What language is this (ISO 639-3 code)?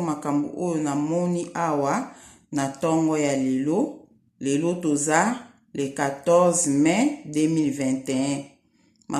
lin